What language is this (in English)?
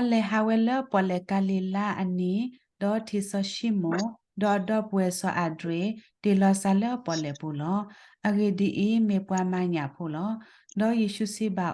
S'gaw Karen